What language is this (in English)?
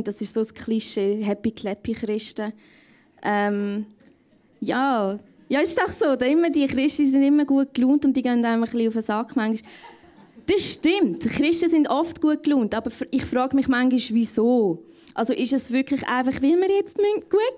Swiss German